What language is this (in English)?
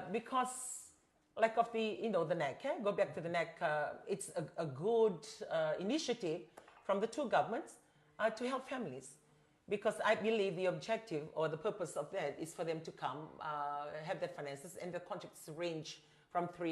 Fijian